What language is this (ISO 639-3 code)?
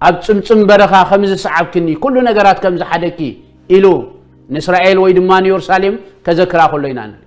tir